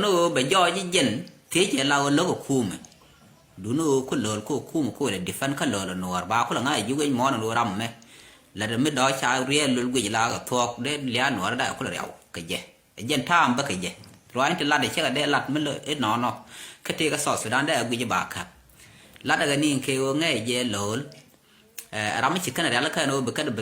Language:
Nuer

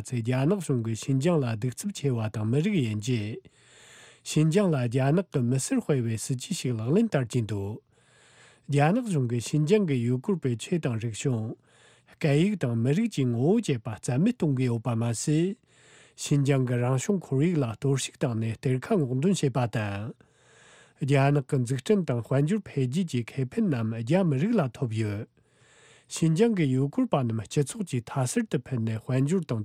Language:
Tibetan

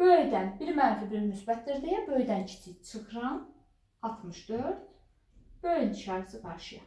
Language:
Azerbaijani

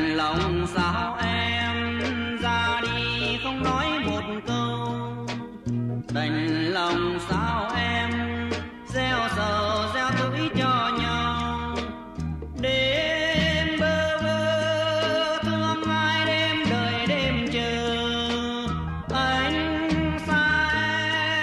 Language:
Vietnamese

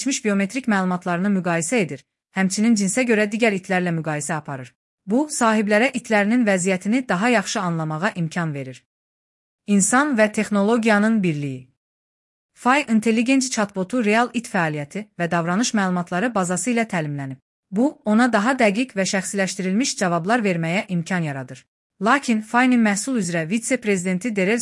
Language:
Azerbaijani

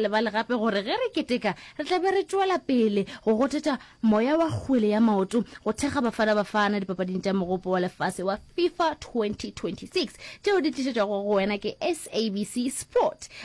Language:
Northern Sotho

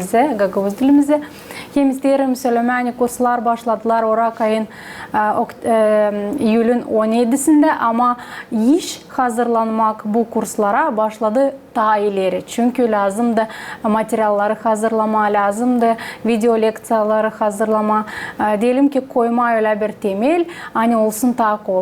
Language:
Gagauz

